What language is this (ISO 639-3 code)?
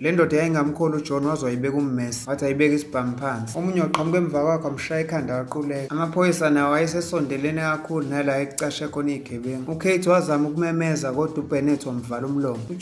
zul